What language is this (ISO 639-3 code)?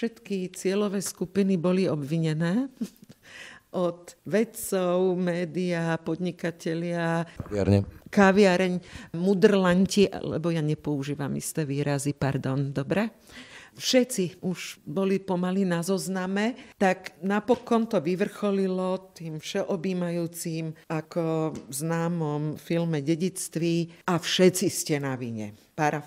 slk